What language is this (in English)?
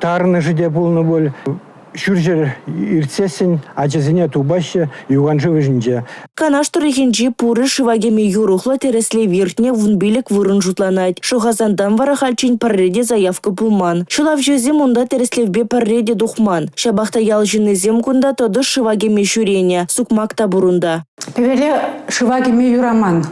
Chuvash